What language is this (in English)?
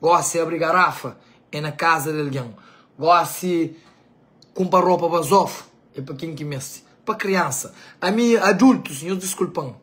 Kabuverdianu